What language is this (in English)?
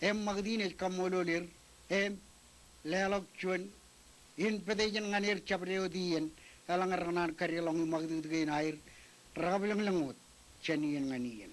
Marshallese